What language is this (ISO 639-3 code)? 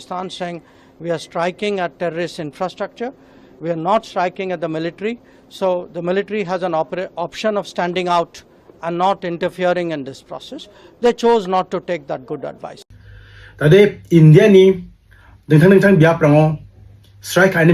grt